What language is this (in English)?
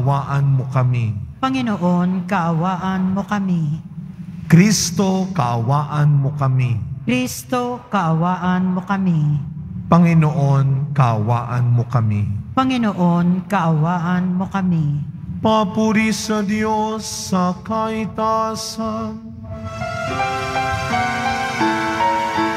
Filipino